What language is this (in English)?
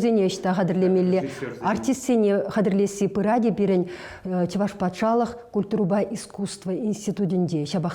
Chuvash